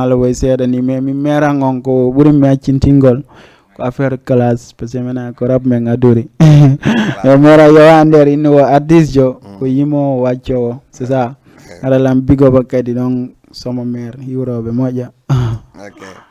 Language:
Fula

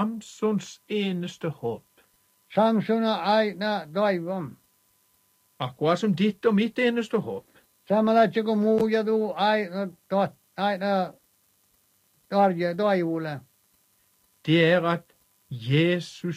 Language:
Norwegian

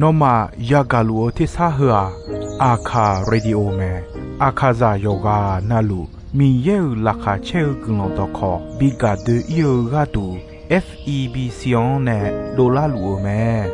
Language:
Akha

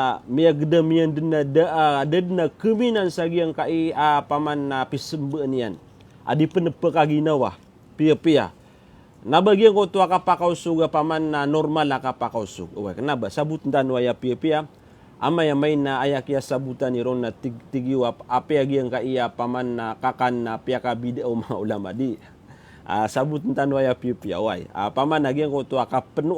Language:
Maranao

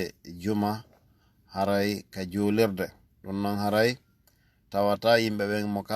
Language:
Fula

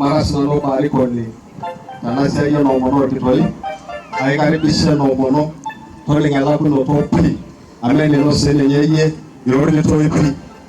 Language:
Masai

